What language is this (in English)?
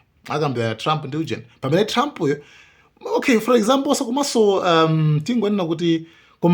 Nyanja